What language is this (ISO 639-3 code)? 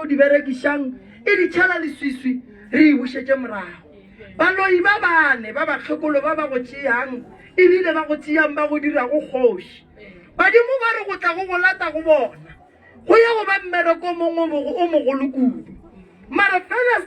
nso